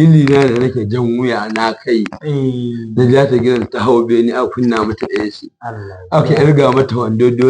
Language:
Hausa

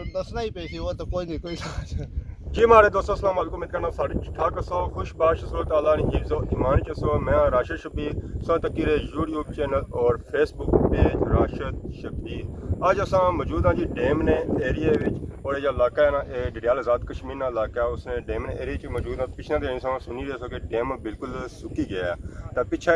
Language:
Pahari-Potwari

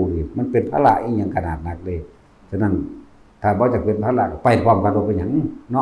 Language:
Northeastern Thai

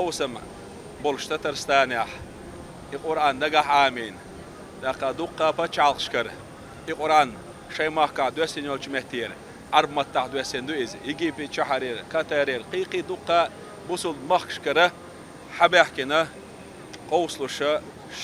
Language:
Chechen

